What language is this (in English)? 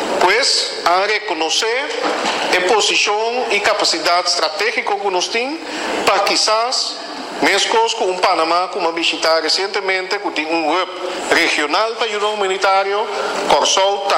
Papiamento